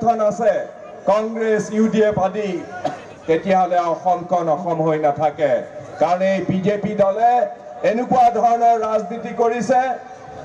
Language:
Assamese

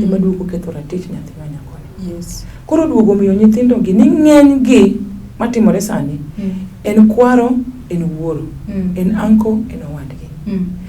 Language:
Luo (Kenya and Tanzania)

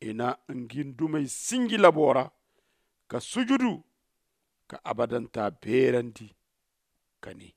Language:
Zarma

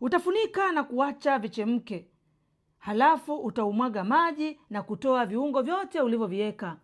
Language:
Swahili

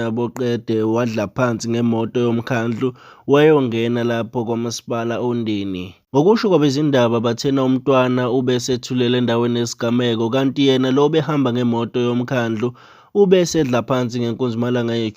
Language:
Zulu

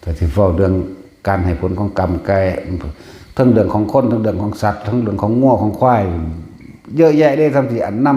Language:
Lao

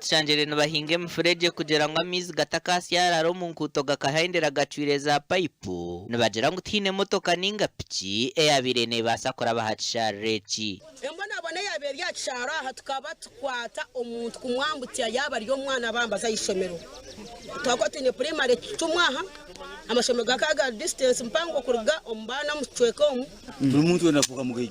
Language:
Nyankole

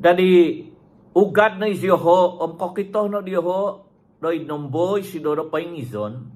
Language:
Central Dusun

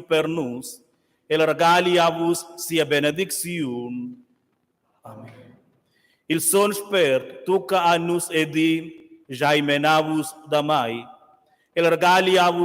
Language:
Romansh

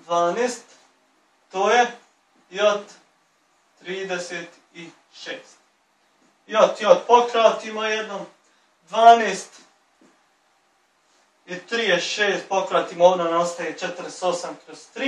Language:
Bosnian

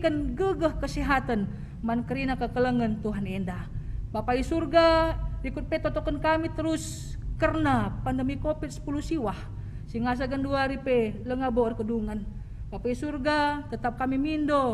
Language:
Batak Karo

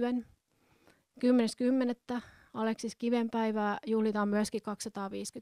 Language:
Finnish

